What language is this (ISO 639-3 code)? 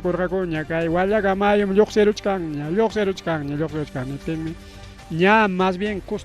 quy